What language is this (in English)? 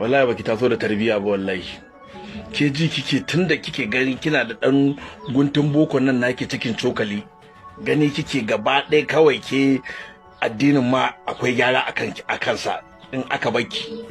Hausa